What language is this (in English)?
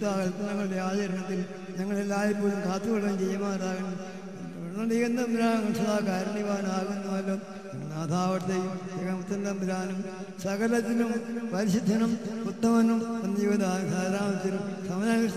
Malayalam